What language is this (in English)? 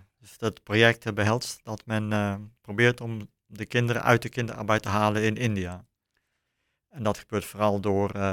Dutch